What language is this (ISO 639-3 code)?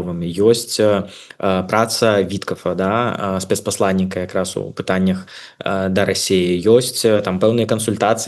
bel